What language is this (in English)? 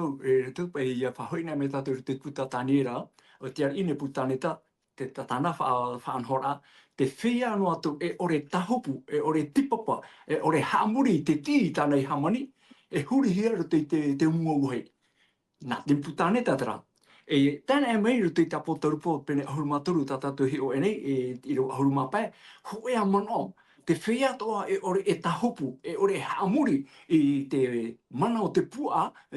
Tahitian